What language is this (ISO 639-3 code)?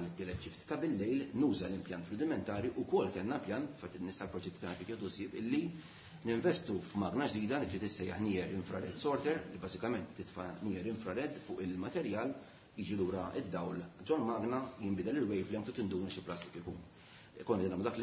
mlt